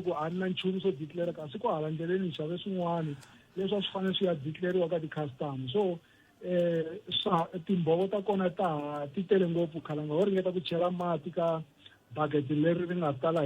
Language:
Tsonga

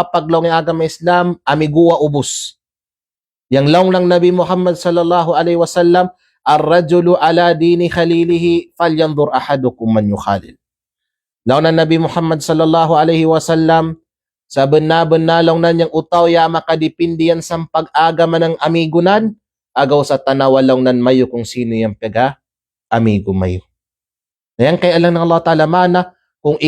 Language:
Kalagan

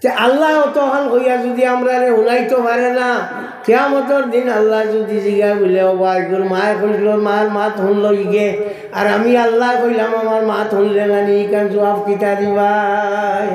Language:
Sylheti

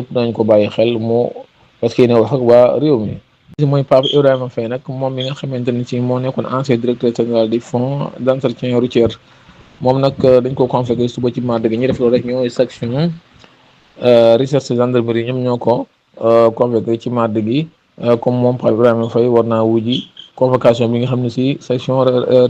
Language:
Wolof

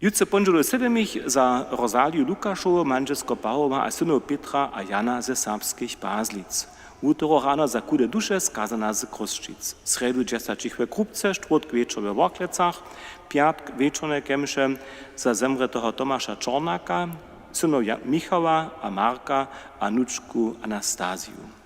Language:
Upper Sorbian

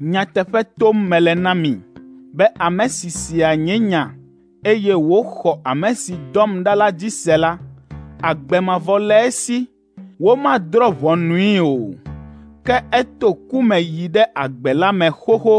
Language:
Ewe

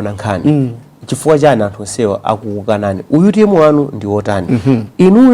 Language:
Nyanja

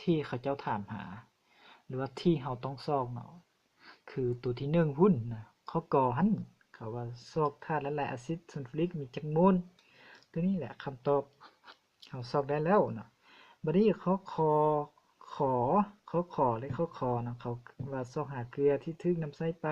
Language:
Lao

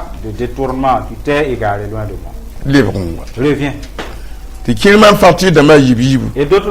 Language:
Mossi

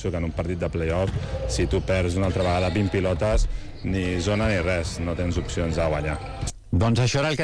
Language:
Catalan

